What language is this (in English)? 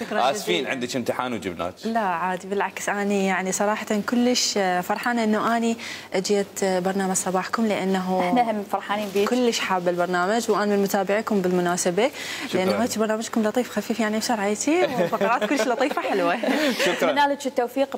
Mesopotamian Arabic